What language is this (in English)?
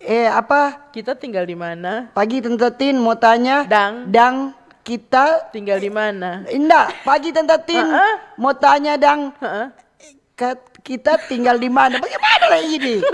Manado Malay